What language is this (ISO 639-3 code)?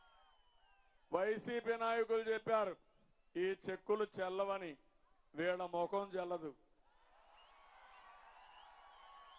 tel